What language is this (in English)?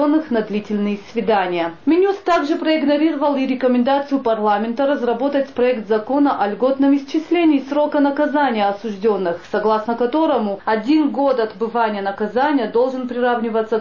Russian